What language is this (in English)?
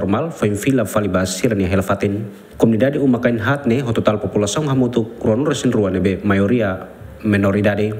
Tetum